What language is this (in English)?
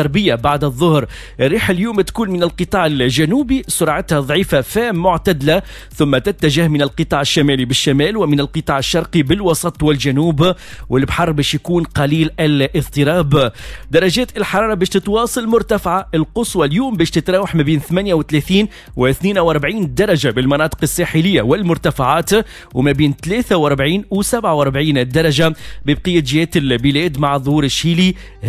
Tunisian Arabic